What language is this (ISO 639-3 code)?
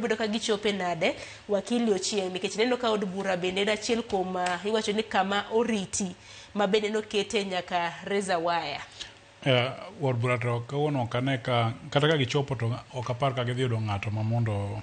luo